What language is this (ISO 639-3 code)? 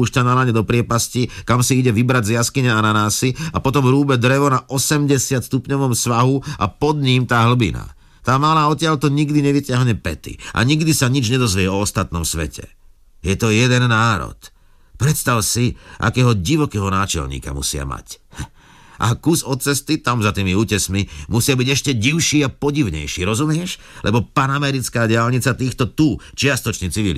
slk